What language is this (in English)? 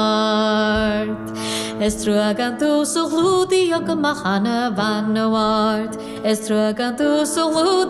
Irish